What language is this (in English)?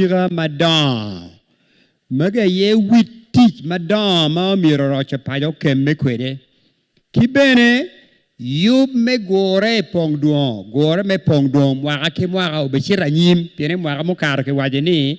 Acoli